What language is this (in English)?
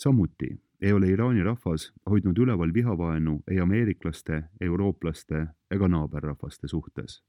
Estonian